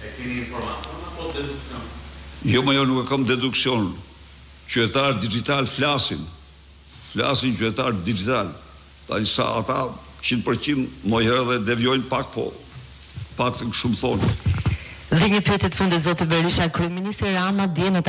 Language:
Albanian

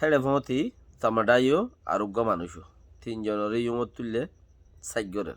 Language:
Rohingya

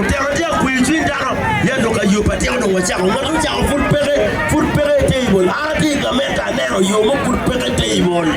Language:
Acoli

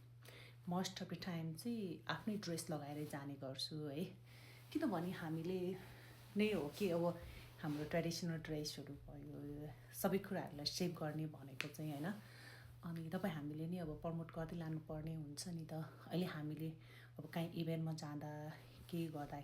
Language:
Nepali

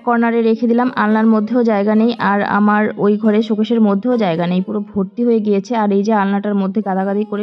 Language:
Bangla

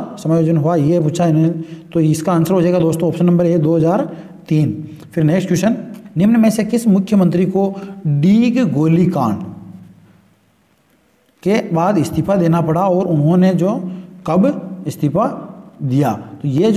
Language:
Hindi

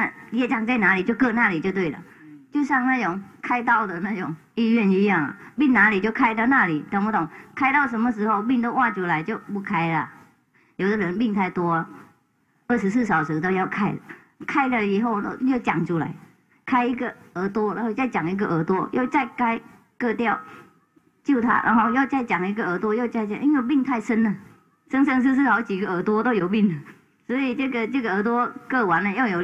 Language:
Chinese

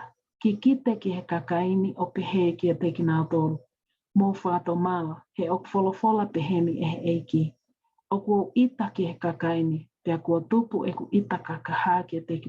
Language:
Tongan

